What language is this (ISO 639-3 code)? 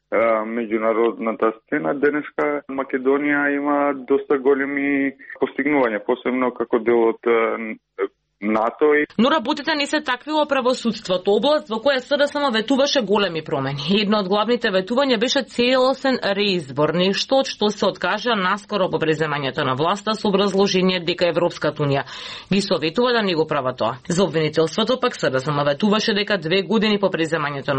mkd